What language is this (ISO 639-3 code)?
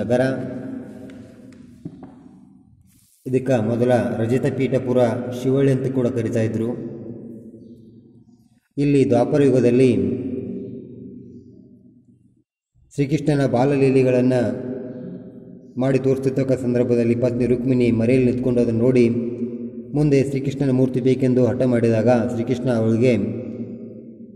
kan